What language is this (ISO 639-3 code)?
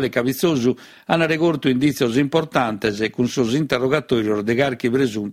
srd